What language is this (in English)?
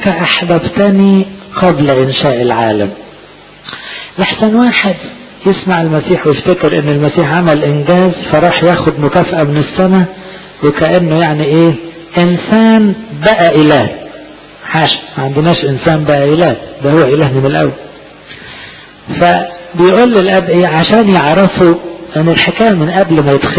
Egyptian Arabic